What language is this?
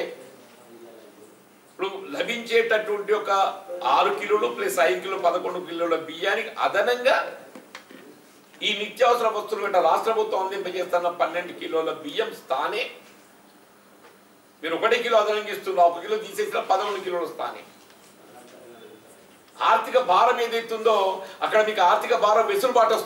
Telugu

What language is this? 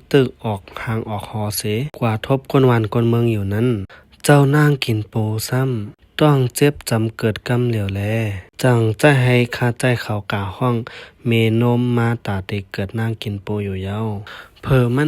Shan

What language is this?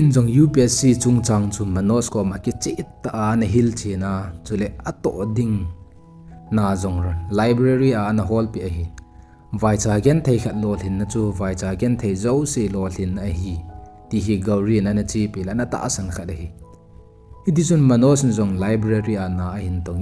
Thado Chin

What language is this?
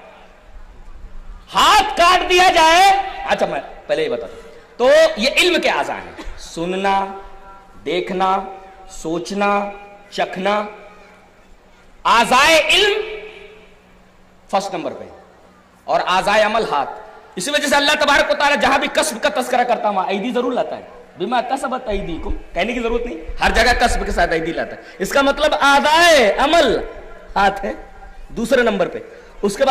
Urdu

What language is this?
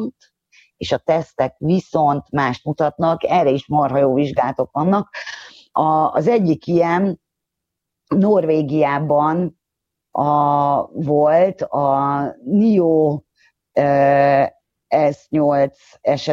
Hungarian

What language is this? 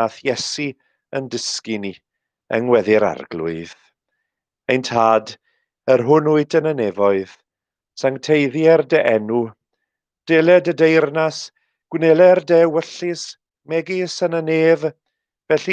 Welsh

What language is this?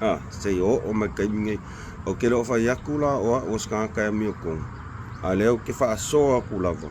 Samoan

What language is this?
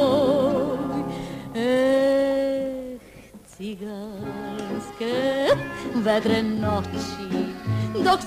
Serbian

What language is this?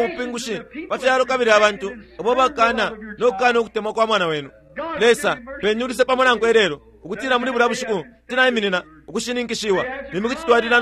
Bemba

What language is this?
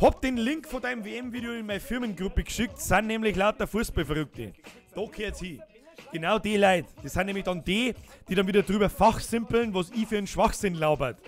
Bavarian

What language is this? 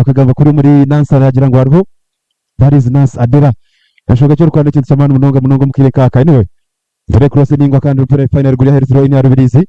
Nyankole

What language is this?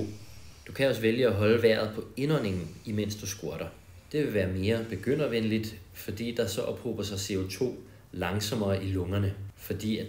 Danish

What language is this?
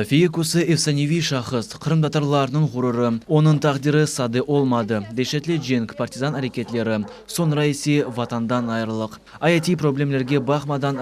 Crimean Tatar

